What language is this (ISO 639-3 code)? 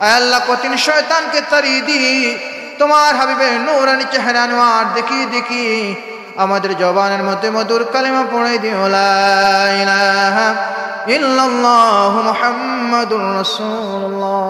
syl